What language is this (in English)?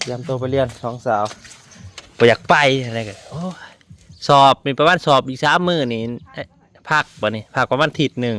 Northeastern Thai